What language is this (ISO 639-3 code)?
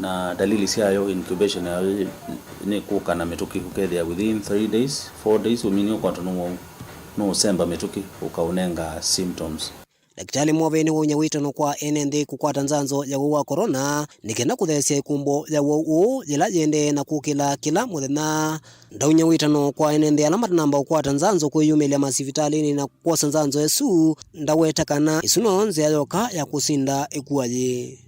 kam